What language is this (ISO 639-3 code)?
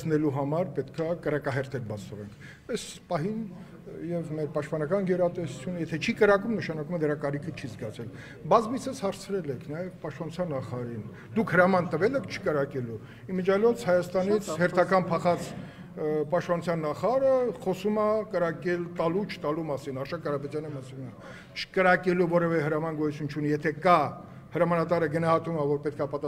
hye